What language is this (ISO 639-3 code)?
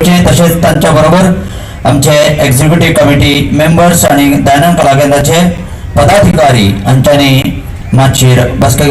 kok